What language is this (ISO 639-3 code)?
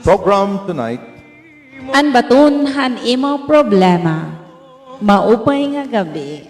war